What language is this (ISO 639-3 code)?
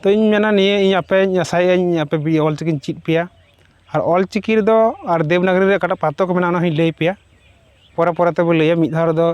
sat